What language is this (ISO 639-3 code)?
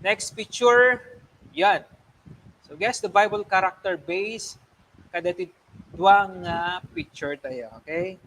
ilo